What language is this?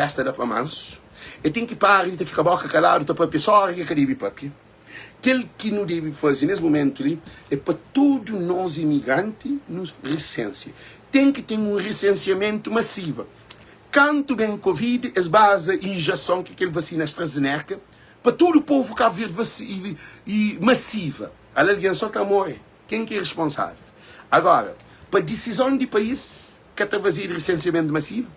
Kabuverdianu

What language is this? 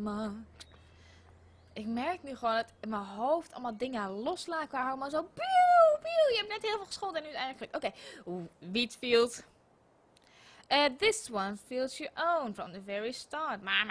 Dutch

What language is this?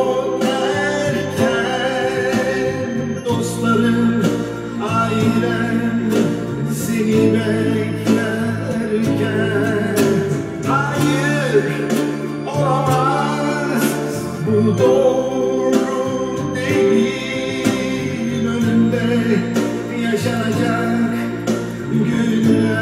Turkish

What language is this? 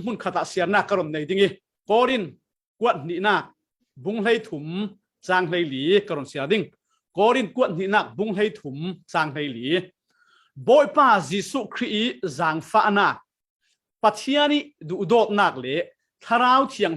Falam Chin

